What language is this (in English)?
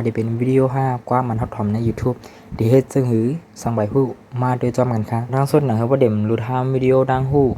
Shan